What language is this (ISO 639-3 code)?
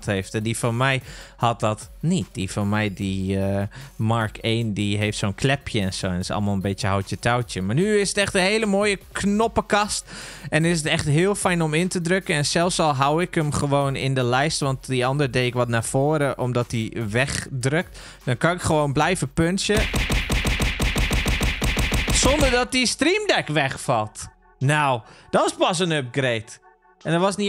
nld